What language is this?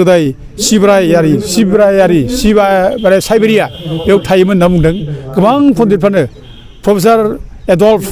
Bodo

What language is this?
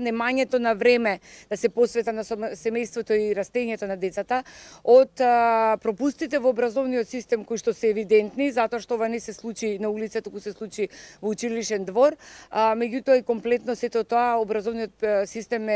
Macedonian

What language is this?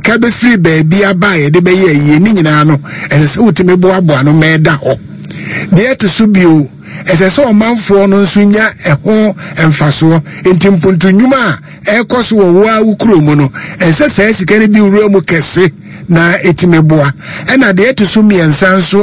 Akan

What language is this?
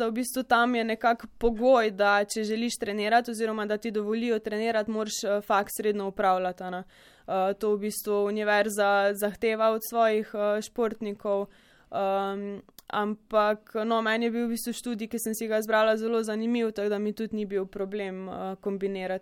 Slovenian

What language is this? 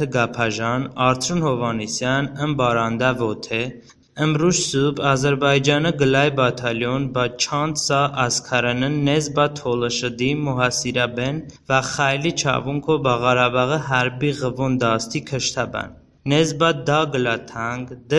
Talysh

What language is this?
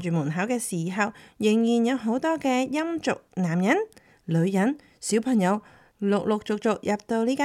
Cantonese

